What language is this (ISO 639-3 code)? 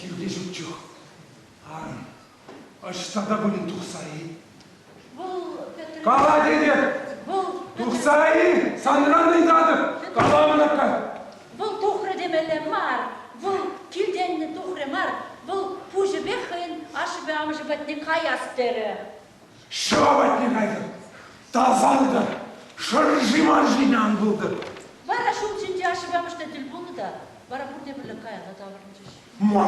chv